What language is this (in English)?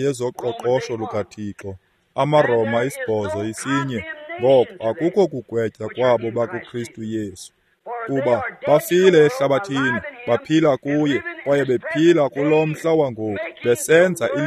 Xhosa